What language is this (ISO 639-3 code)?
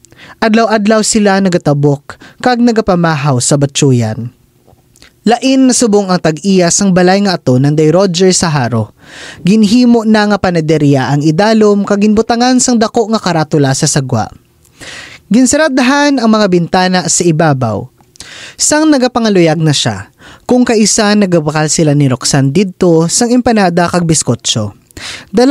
hil